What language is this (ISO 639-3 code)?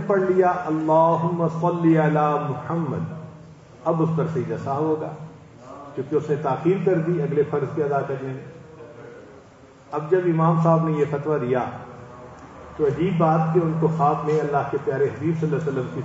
urd